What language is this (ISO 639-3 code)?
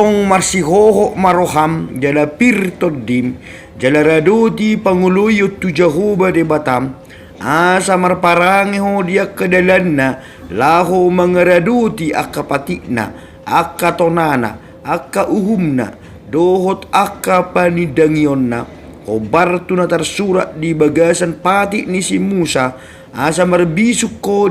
bbc